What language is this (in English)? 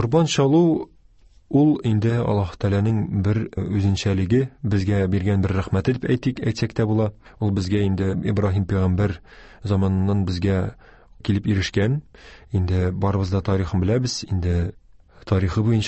Tatar